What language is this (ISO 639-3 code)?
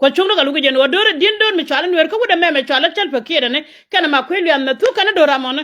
nus